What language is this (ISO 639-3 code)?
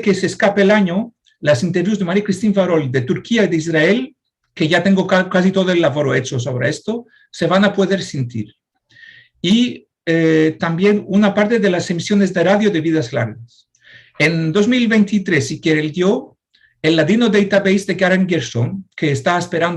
lad